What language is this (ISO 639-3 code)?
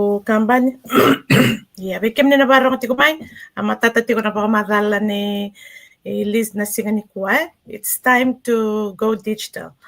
fij